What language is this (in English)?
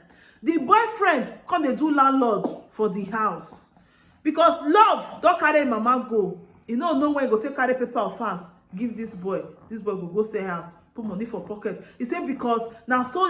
Nigerian Pidgin